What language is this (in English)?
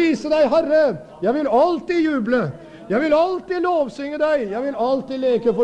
Norwegian